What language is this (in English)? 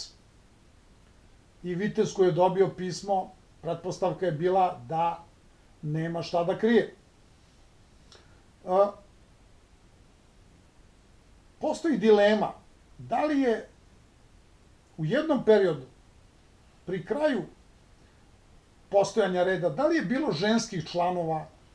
Serbian